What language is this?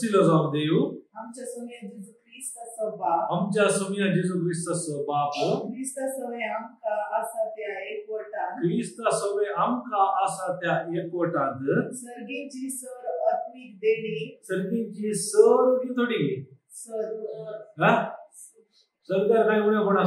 Konkani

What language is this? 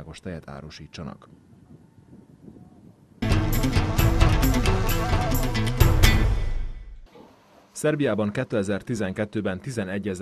Hungarian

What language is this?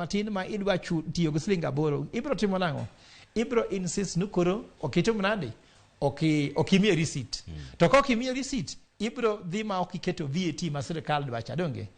Luo (Kenya and Tanzania)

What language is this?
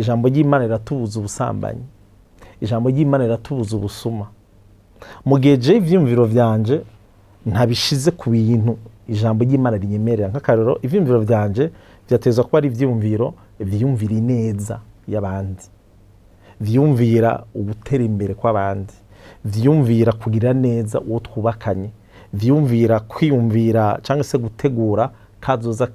Rundi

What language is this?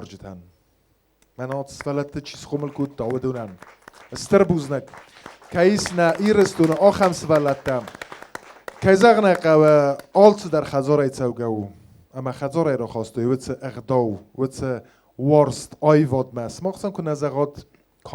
Ossetic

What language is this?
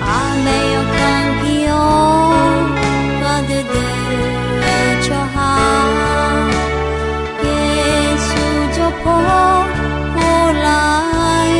Akha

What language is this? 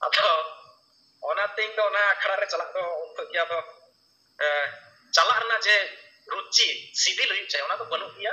Santali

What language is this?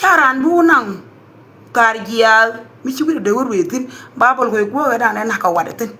Nuer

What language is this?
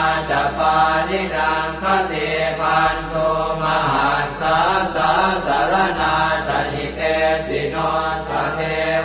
Pali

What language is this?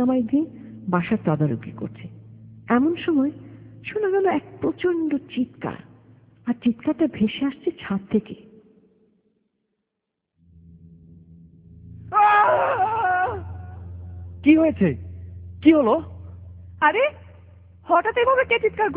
Bangla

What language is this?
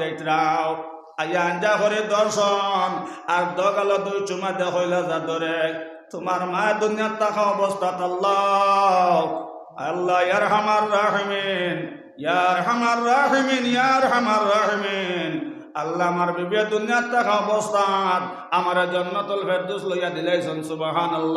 Sylheti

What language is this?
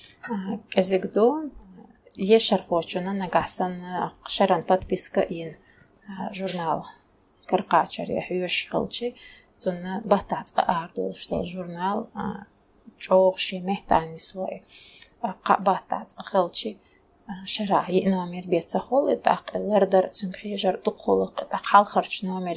Chechen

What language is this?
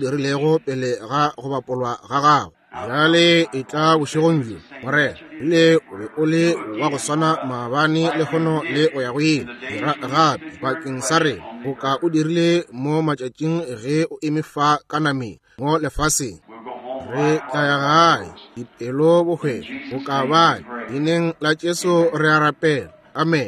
Northern Sotho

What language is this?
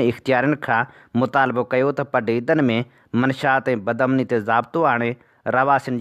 Sindhi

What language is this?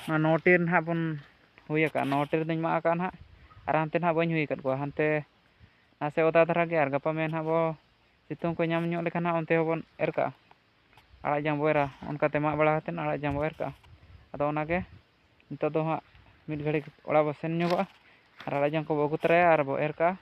Santali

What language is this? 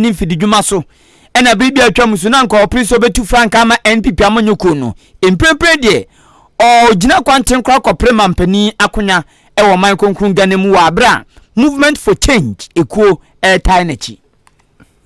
Akan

